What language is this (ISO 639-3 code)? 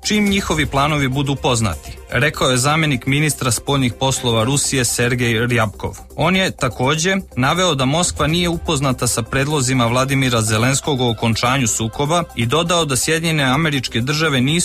srp